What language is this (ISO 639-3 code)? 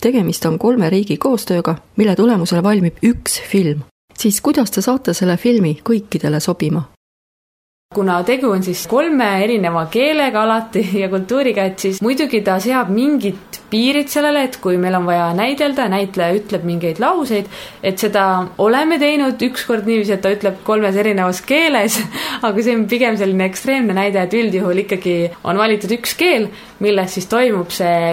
est